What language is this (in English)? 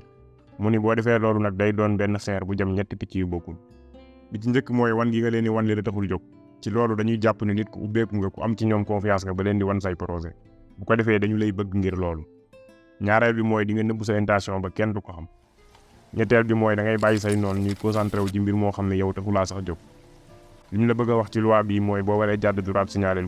Wolof